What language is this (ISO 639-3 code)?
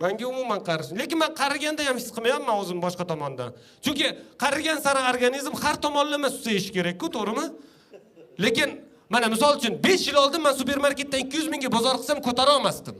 uzb